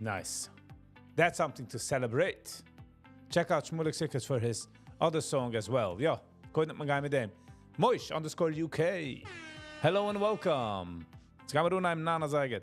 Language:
Yiddish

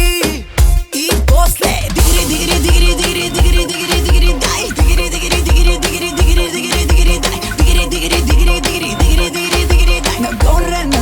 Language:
Bulgarian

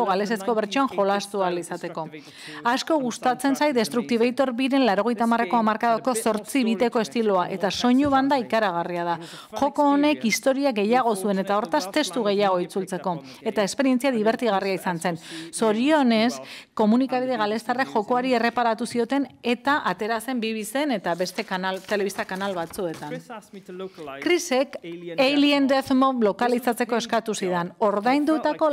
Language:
Basque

